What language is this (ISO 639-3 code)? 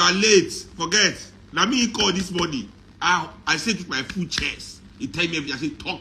pcm